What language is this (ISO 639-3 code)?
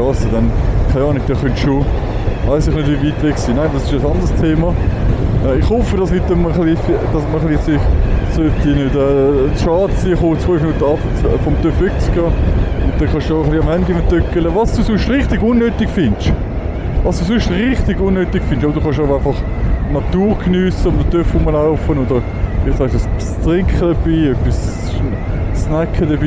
gsw